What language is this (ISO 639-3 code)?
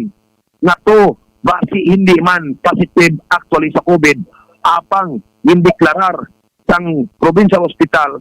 hil